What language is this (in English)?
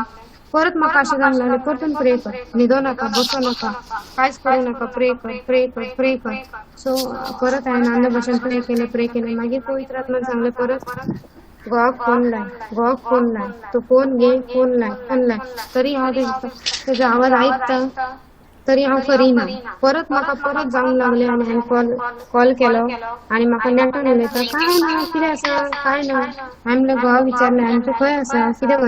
Konkani